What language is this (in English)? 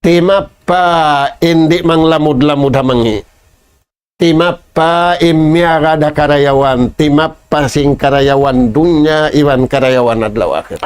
Tausug